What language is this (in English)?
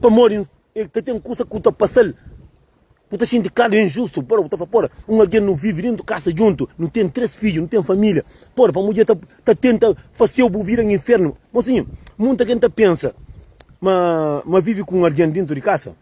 Kabuverdianu